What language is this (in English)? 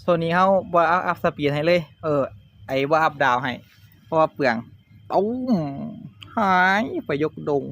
Northeastern Thai